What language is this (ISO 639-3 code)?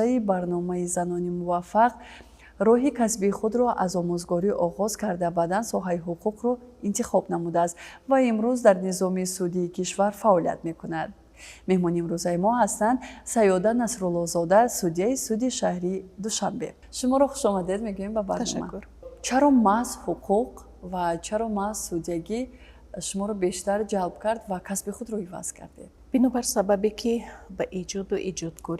tgk